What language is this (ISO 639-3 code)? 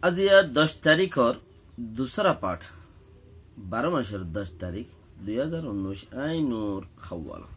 rhg